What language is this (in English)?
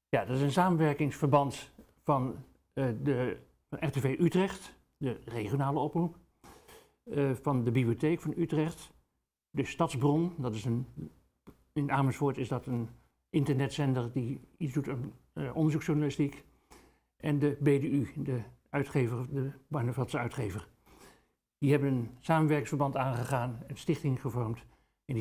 Dutch